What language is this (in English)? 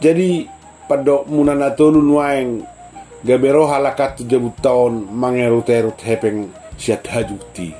Batak Toba